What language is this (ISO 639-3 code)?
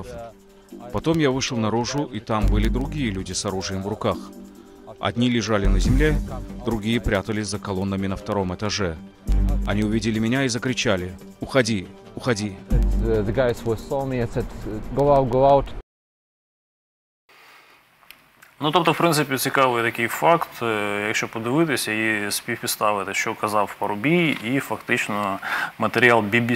ukr